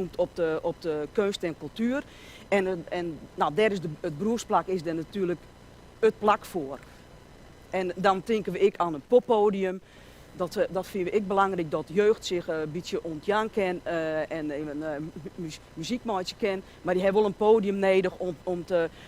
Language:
Western Frisian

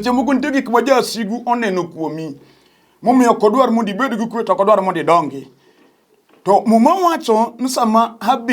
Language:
Luo (Kenya and Tanzania)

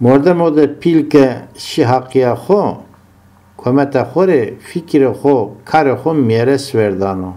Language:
Zaza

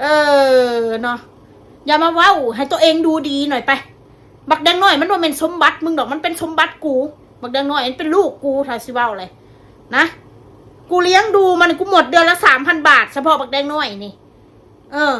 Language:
Northeastern Thai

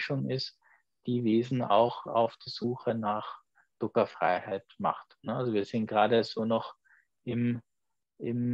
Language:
German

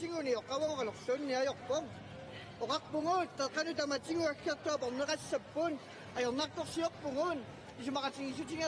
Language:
Kalaallisut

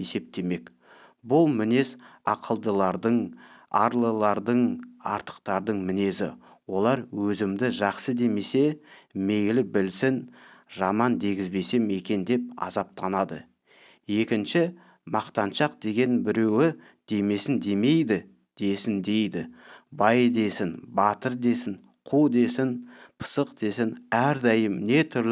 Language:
Kazakh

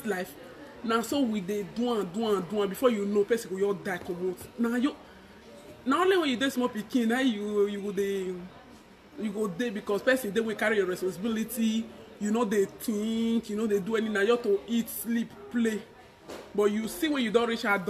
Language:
Nigerian Pidgin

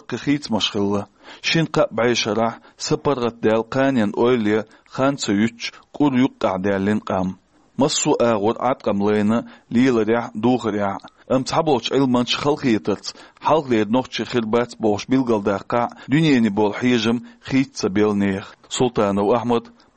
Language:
Chechen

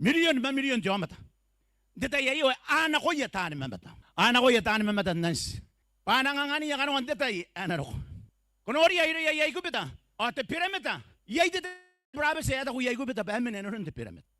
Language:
Gilbertese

